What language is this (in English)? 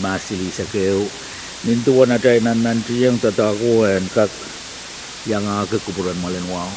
Pohnpeian